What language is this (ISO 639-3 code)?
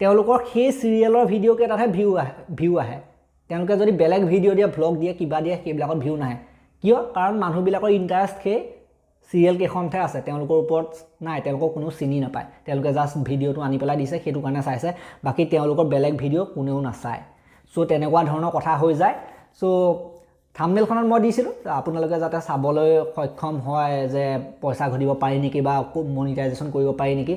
asm